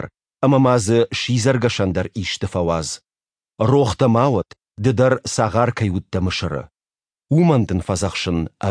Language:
Ossetic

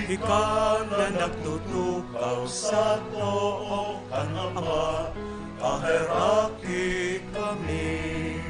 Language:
Bikol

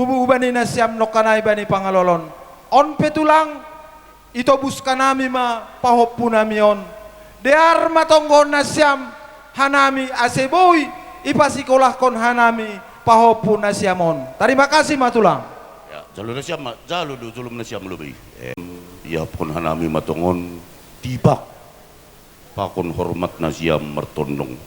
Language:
Batak Simalungun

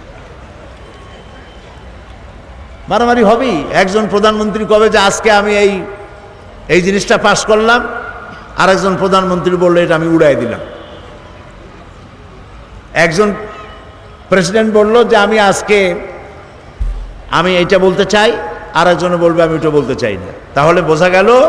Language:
Bangla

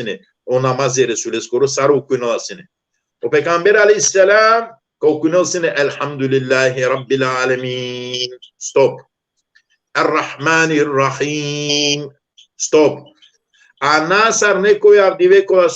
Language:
Balkan Romani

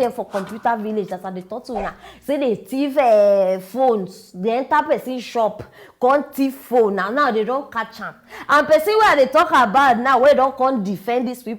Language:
Nigerian Pidgin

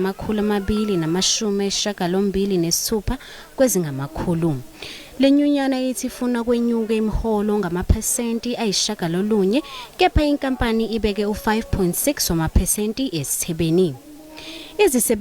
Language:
Zulu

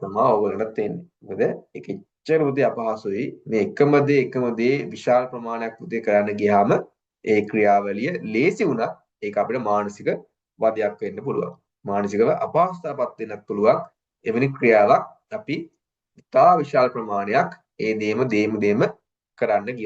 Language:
Sinhala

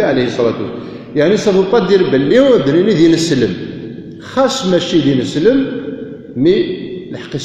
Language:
Kabyle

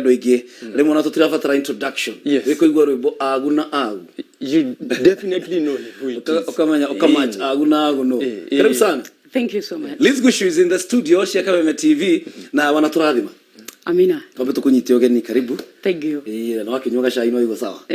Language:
Kikuyu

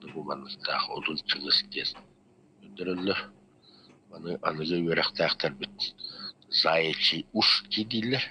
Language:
Yakut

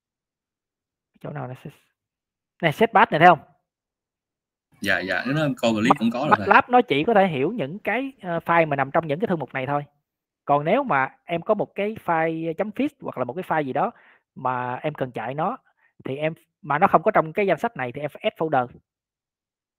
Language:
Vietnamese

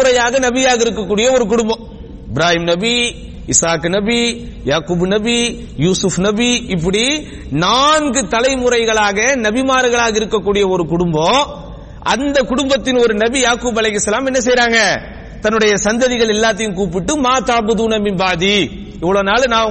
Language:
Tamil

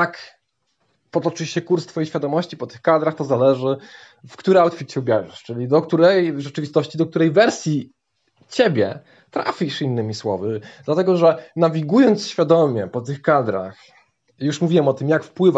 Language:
Polish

